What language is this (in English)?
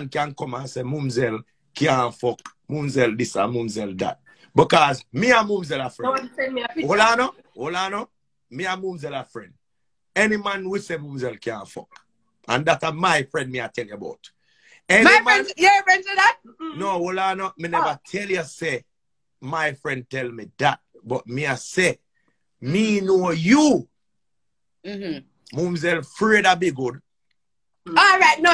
Jamaican Creole English